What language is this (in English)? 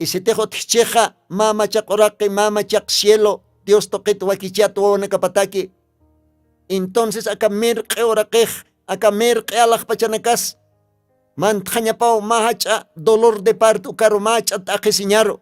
Aymara